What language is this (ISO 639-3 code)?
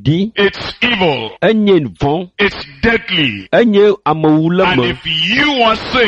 ewe